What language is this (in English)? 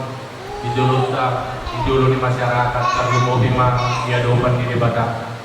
Batak Toba